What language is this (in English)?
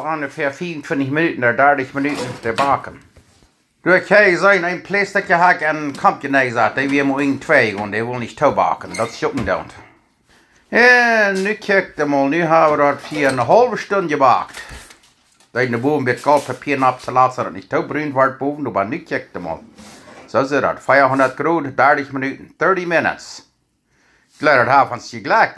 Plautdietsch